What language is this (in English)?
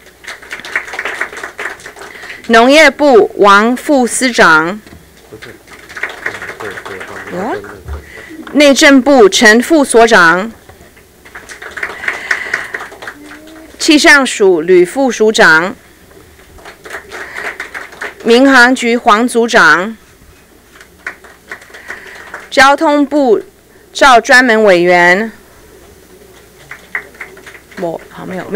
Chinese